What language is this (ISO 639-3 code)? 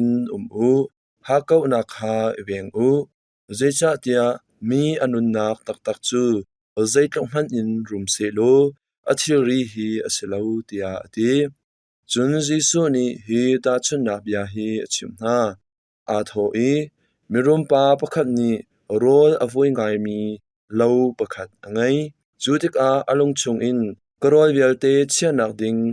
cnh